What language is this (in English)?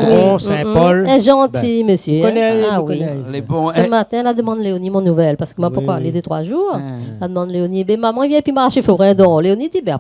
Réunion Creole French